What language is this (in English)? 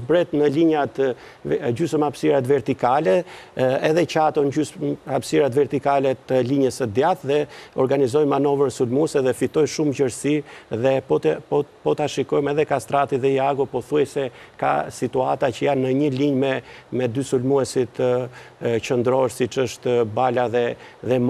Albanian